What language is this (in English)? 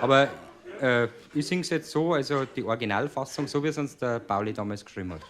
Bavarian